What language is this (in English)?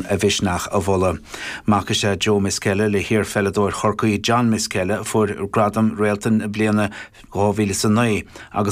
Irish